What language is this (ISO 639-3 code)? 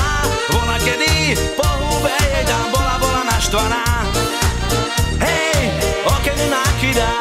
slk